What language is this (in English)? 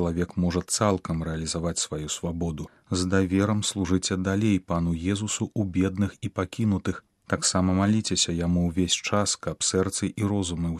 Belarusian